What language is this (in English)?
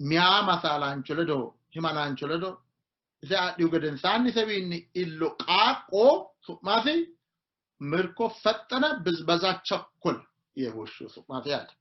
Sidamo